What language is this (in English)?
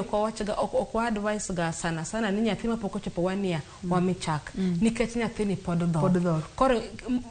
Luo (Kenya and Tanzania)